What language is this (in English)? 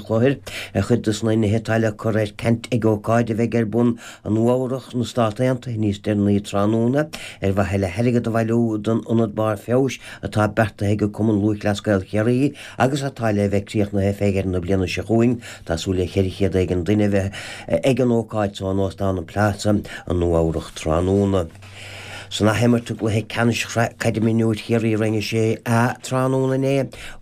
Irish